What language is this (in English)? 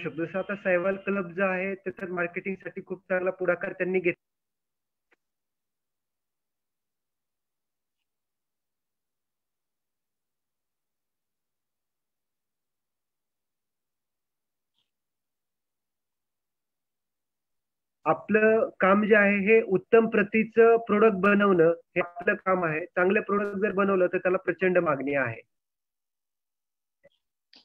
Marathi